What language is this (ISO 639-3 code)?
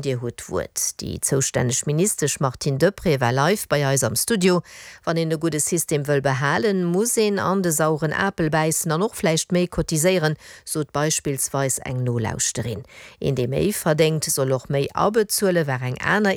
ltz